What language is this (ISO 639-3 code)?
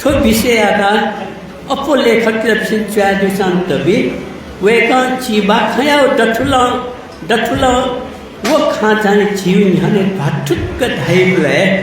new